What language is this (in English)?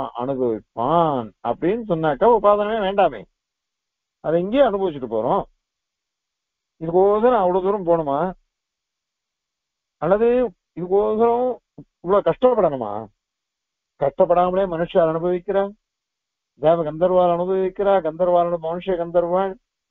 Tamil